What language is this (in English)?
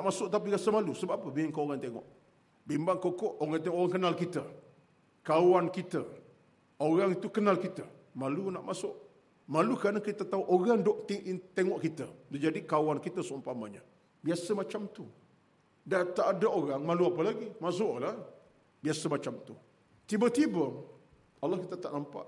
Malay